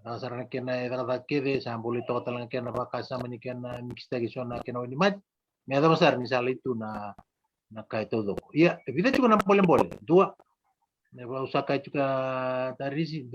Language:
Fijian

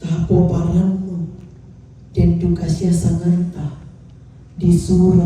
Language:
Toraja-Sa'dan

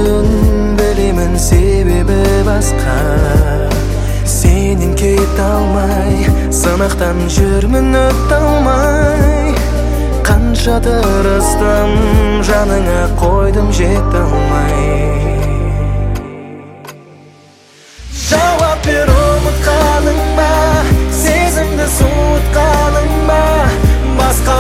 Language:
Kazakh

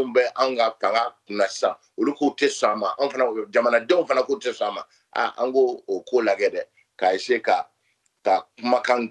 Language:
Bambara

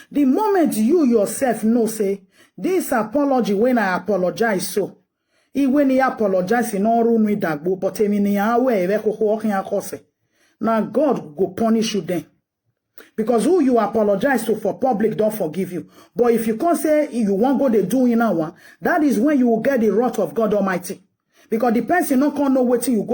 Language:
Nigerian Pidgin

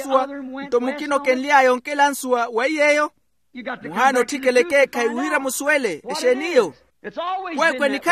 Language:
Makhuwa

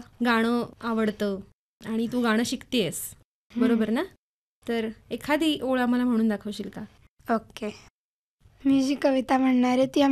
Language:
Marathi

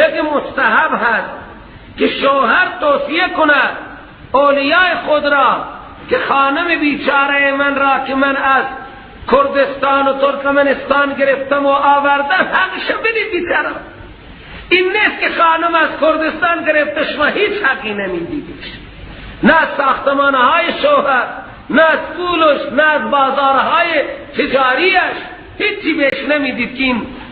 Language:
Persian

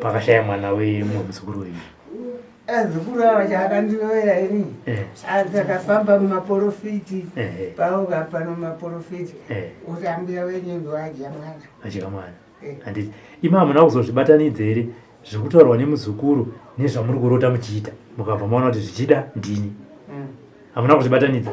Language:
Shona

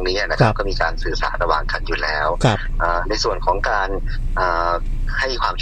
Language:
Thai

